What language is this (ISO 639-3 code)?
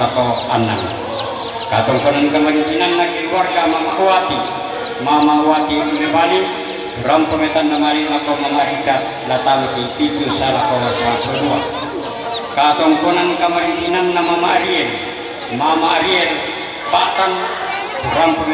sda